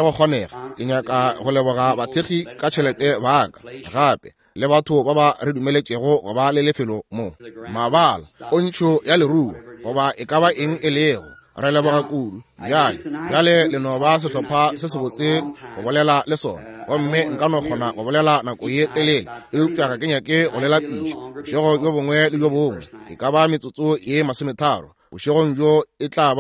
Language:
Northern Sotho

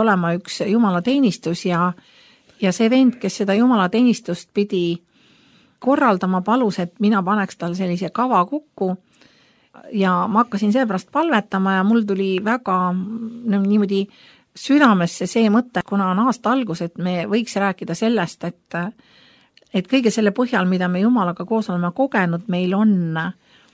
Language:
Estonian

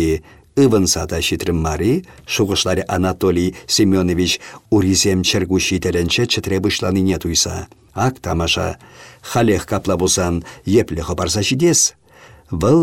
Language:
Chuvash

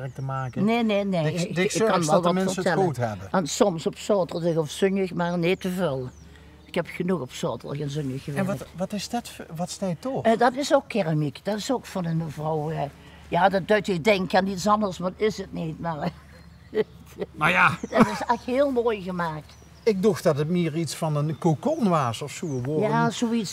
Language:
Limburgish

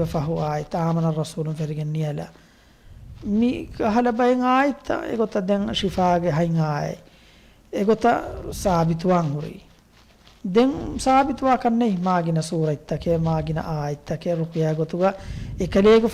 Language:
Divehi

